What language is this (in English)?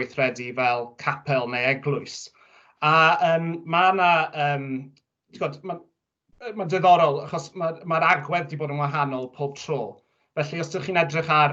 Welsh